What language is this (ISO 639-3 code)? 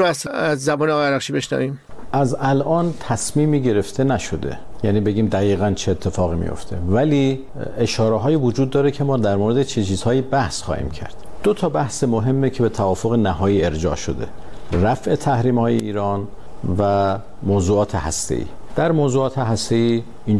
fas